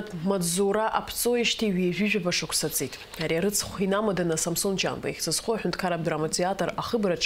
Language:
Abkhazian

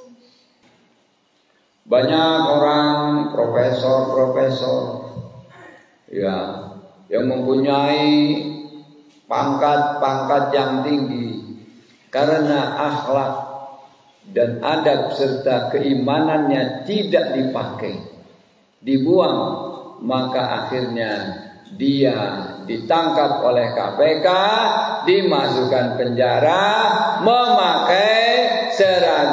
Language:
Indonesian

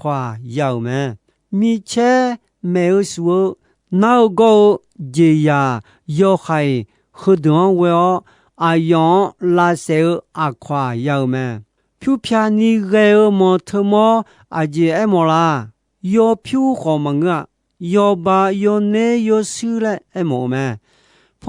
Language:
Akha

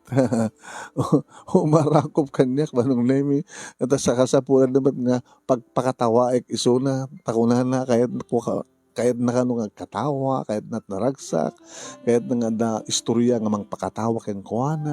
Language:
Iloko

